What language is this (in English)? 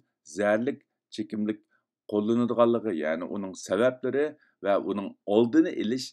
Uyghur